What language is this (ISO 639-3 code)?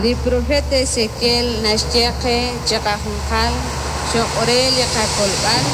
kek